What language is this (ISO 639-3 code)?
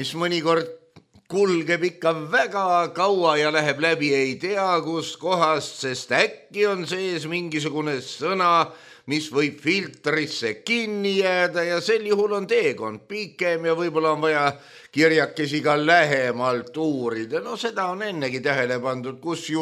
est